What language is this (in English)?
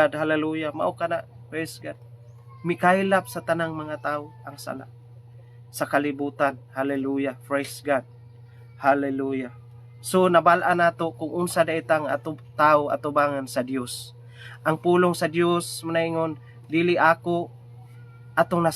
Cebuano